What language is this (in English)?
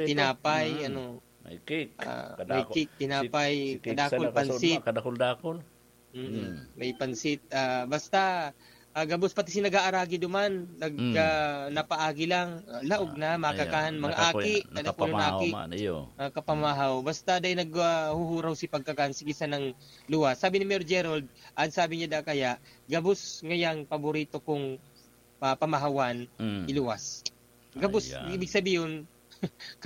Bikol